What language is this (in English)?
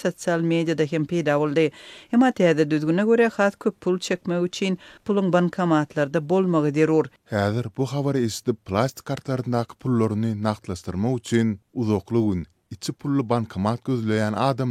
Turkmen